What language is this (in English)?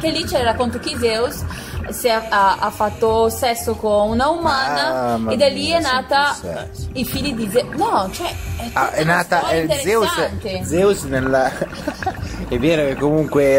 Italian